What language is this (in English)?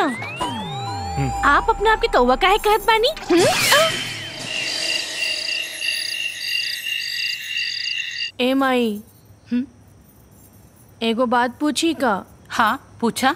Bhojpuri